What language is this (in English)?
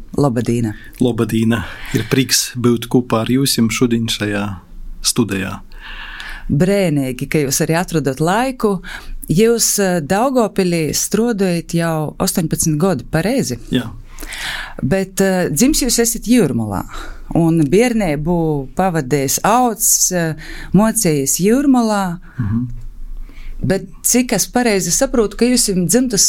Latvian